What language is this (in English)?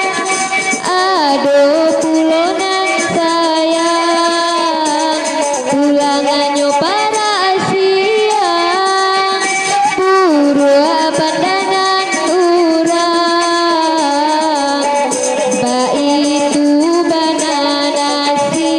Minangkabau